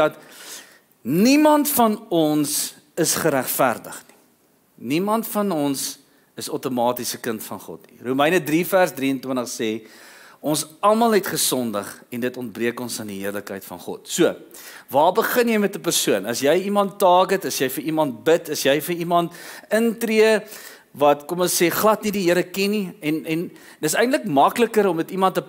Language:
Afrikaans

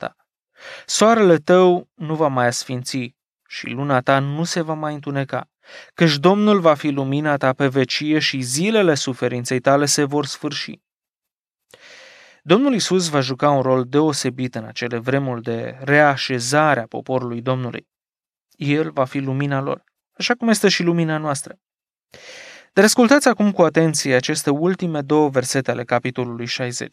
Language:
Romanian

